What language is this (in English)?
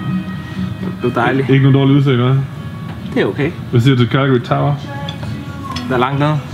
Danish